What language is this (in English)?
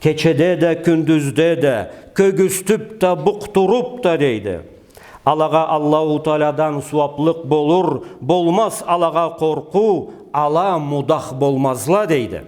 Karachay-Balkar